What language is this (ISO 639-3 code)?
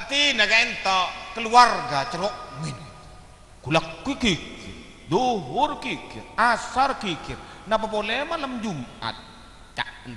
mad